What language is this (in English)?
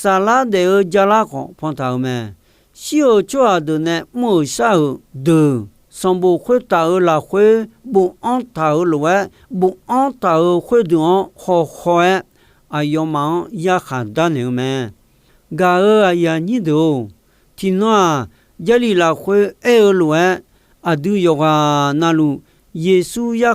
Akha